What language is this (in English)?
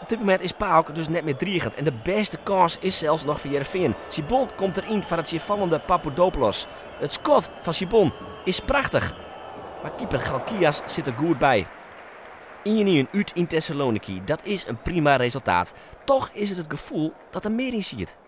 Western Frisian